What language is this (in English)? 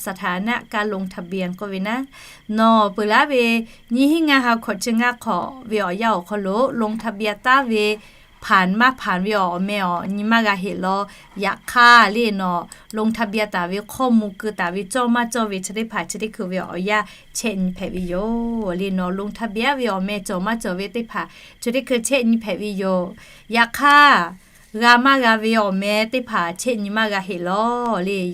Lahu